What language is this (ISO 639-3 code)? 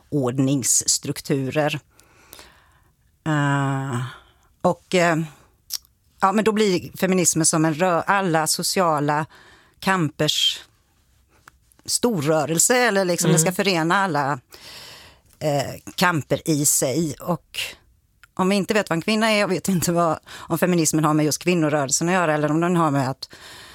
swe